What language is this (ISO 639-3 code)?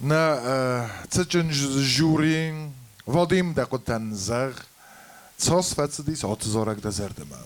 oss